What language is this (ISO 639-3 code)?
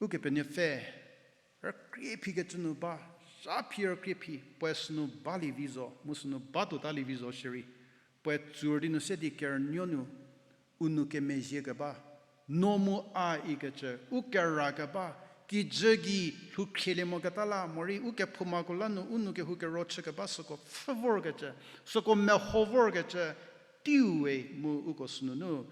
njm